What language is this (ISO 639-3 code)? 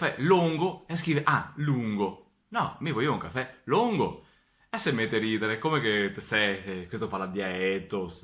vec